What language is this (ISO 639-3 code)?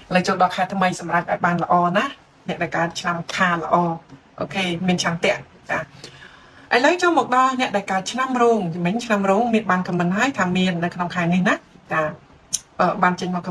khm